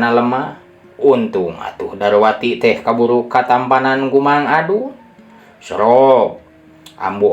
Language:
Sundanese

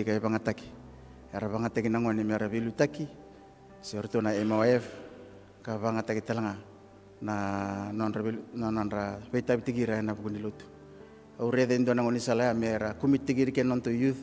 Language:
Fijian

